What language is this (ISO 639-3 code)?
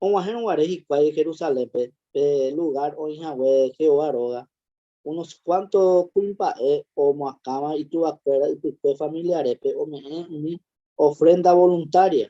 grn